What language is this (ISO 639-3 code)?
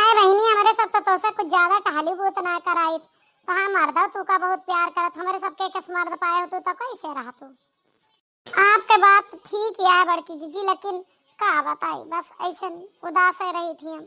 awa